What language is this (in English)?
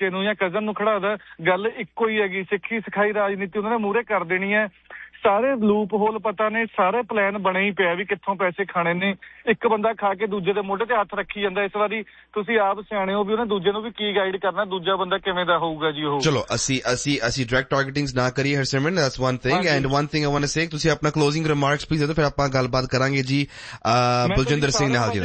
Punjabi